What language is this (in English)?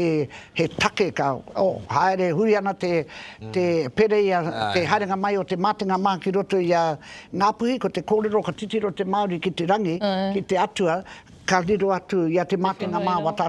Māori